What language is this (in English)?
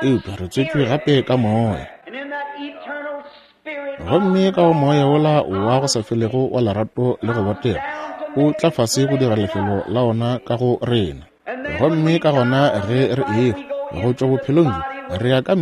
Northern Sotho